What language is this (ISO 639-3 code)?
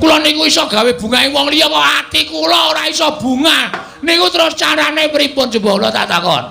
jav